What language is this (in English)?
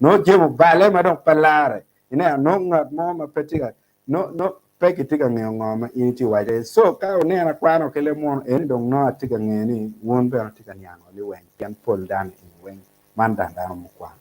Acoli